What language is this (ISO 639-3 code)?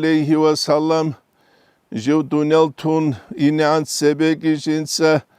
ava